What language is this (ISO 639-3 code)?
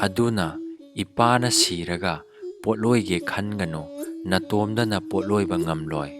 mni